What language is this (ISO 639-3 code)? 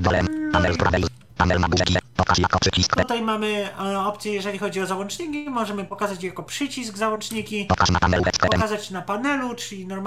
pol